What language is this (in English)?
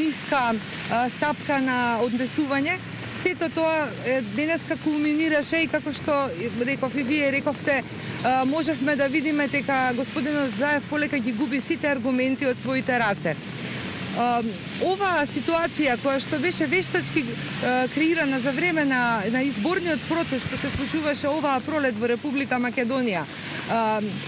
Macedonian